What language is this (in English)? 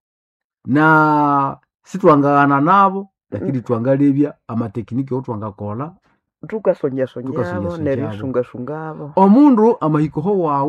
Nande